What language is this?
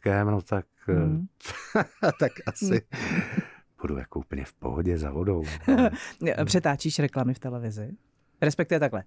Czech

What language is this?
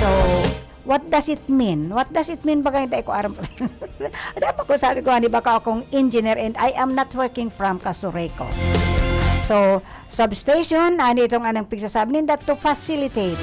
Bikol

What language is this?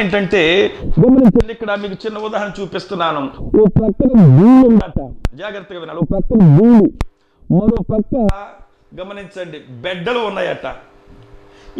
Telugu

